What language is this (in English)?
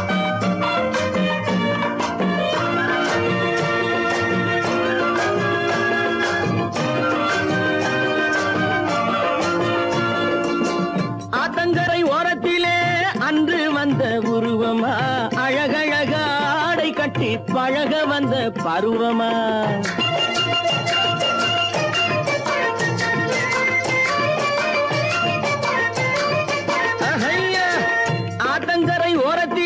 Tamil